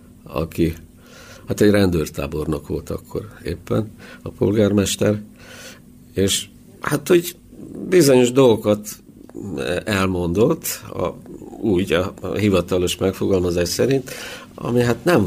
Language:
Hungarian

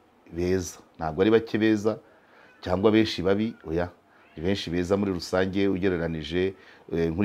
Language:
Kinyarwanda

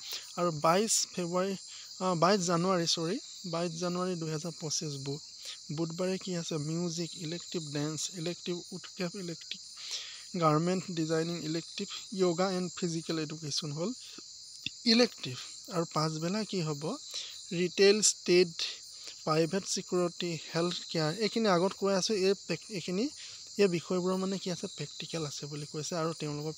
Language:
Assamese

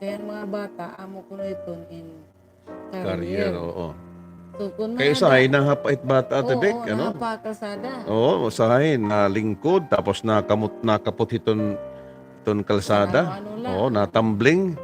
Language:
Waray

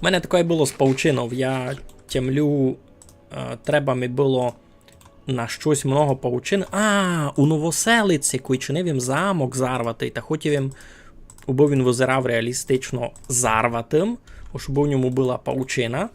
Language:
Rusyn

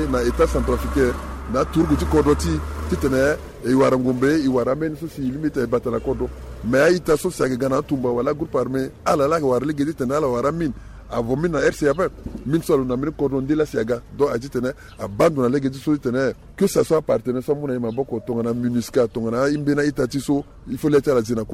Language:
Sango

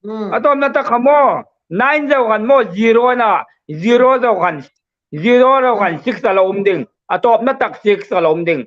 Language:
Hmar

